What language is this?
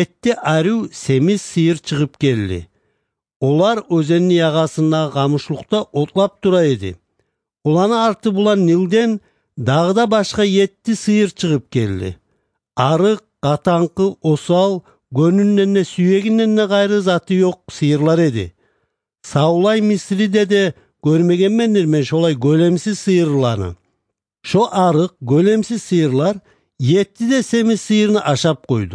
Kumyk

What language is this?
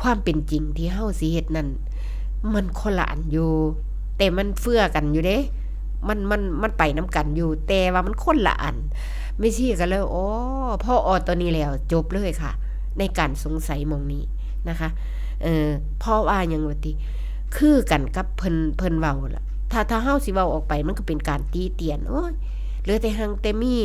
Northeastern Thai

